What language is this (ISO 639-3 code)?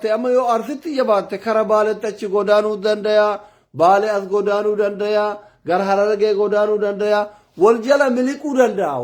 orm